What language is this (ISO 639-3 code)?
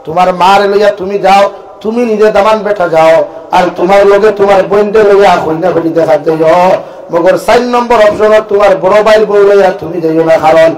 syl